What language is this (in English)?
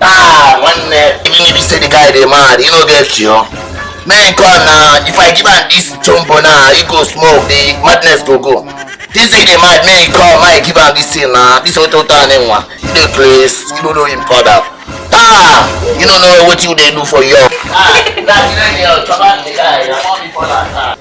Nigerian Pidgin